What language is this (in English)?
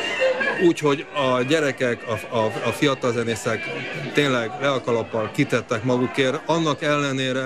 Hungarian